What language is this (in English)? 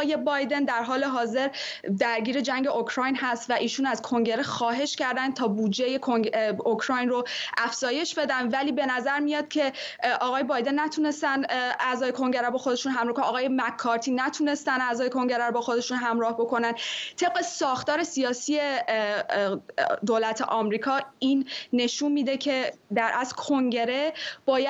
Persian